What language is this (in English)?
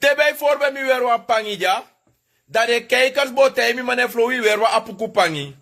Sranan Tongo